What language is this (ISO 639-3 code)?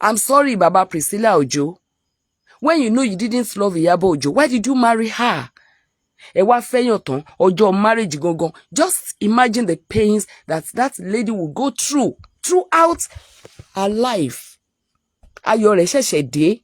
yor